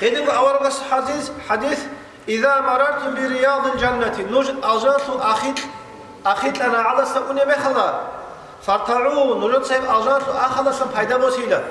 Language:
Avaric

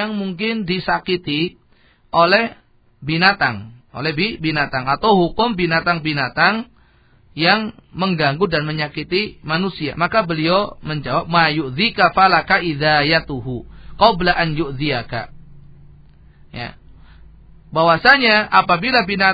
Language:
Indonesian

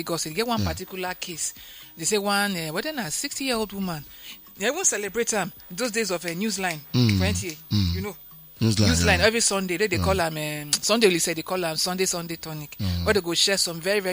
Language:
Nigerian Pidgin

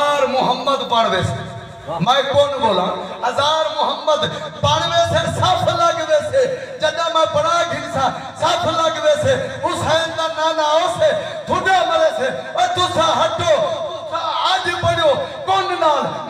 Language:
Saraiki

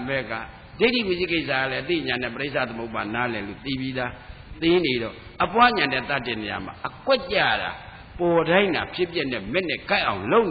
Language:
Burmese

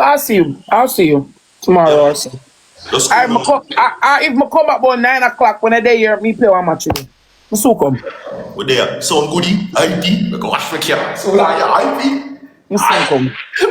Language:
Jamaican Creole English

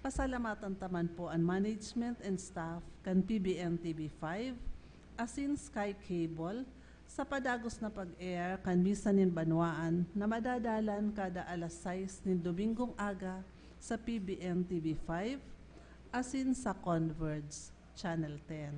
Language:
Bikol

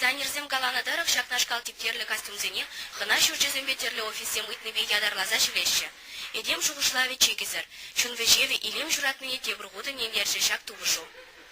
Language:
Chuvash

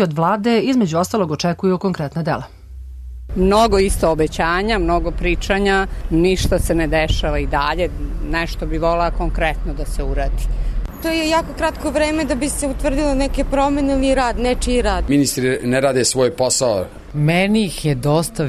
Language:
Serbian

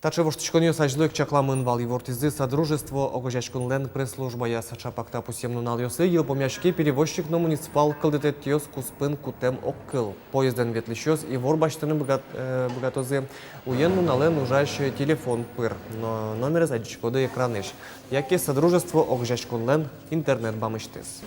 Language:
Udmurt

